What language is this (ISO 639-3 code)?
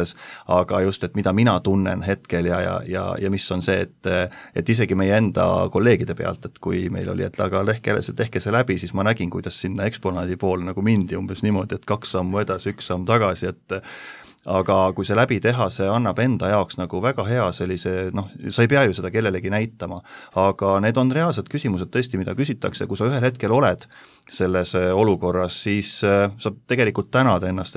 est